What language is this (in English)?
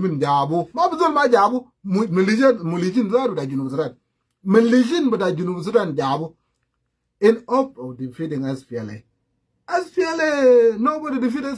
Sudanese Creole Arabic